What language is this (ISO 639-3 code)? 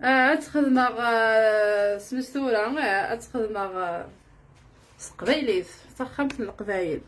kab